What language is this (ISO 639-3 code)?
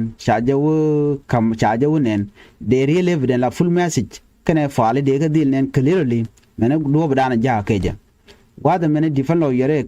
nus